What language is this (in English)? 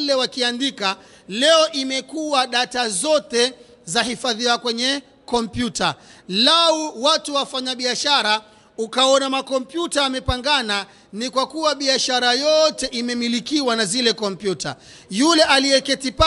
Swahili